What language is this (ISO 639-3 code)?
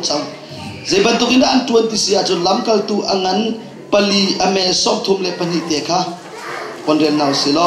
cnh